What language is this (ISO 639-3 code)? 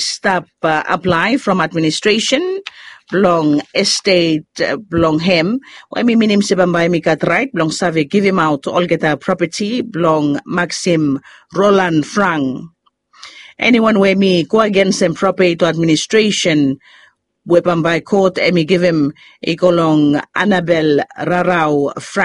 bis